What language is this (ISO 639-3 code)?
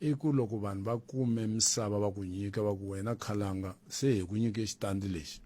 tso